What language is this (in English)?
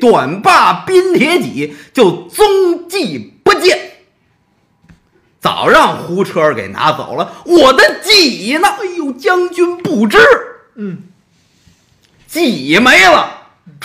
Chinese